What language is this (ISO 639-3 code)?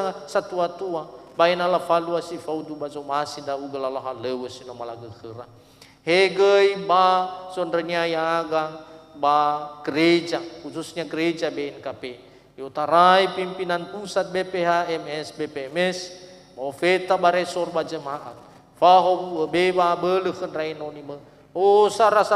nia